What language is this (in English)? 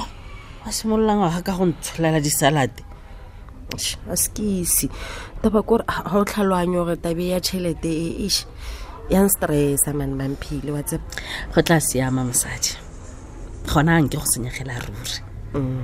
Tswana